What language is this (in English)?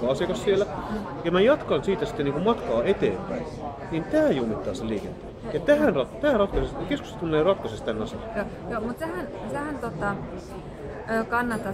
Finnish